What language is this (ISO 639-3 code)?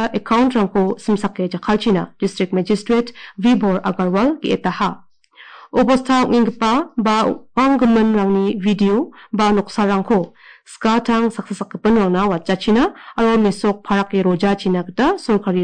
grt